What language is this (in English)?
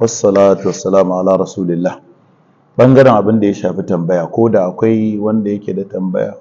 Hausa